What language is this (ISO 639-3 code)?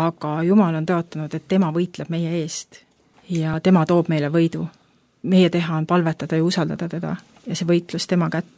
est